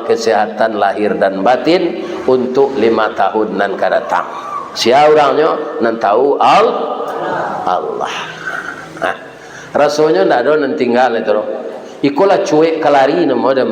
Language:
Minangkabau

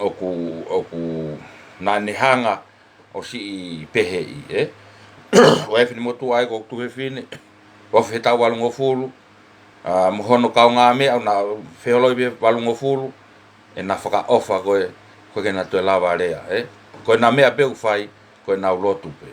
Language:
Tongan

